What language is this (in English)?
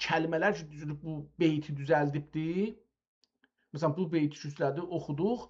South Azerbaijani